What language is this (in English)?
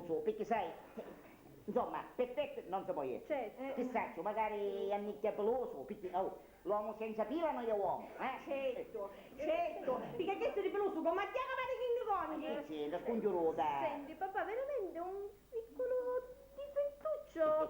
Sicilian